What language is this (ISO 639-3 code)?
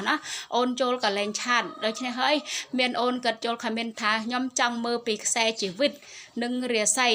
khm